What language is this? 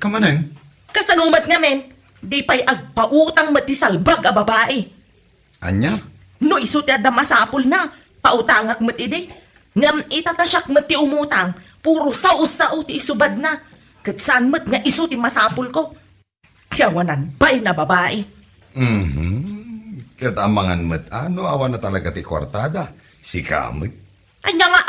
Iloko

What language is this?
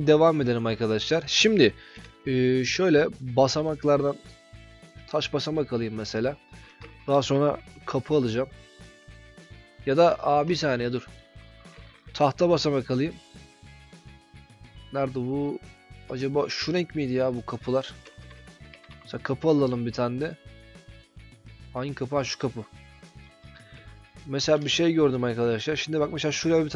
Turkish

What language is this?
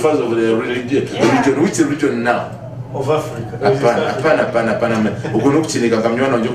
Nyankole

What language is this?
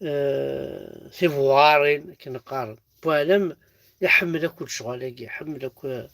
Kabyle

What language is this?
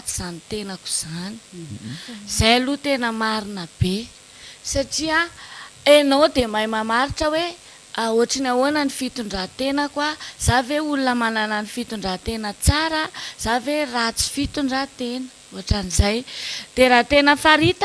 Malagasy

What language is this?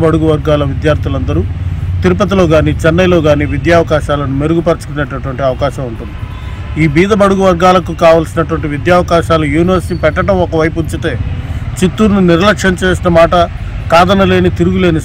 Telugu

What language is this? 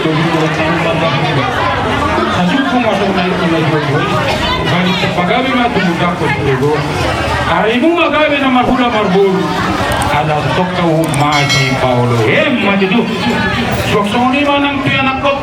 Batak Toba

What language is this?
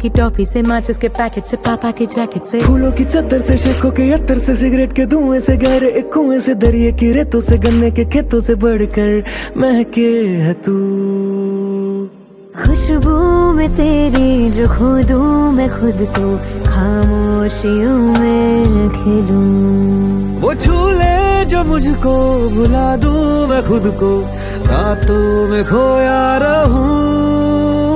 Hindi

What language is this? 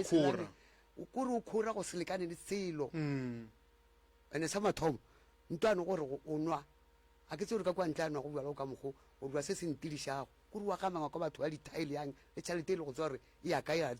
Northern Sotho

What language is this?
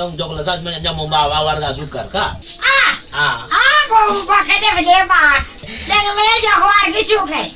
Wolof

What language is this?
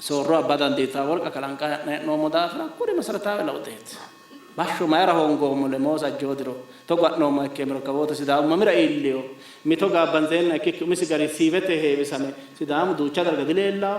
Sidamo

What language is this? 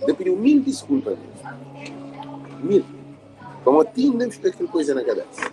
Kabuverdianu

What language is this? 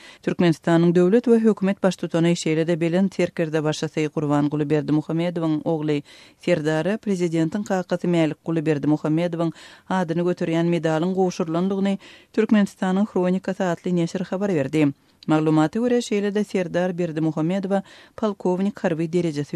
Turkmen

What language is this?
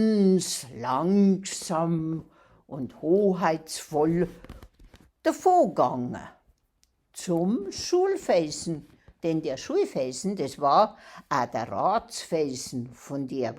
Bavarian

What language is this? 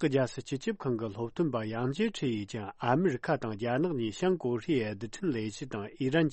Tibetan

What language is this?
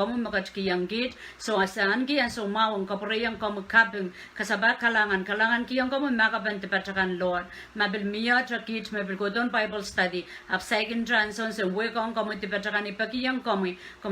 Pohnpeian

